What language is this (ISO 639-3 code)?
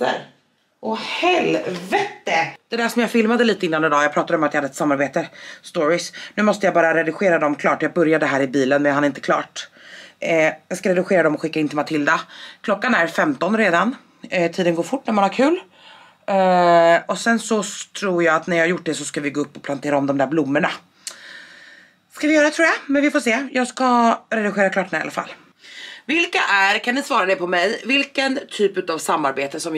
swe